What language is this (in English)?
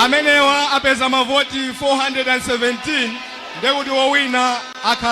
Nyanja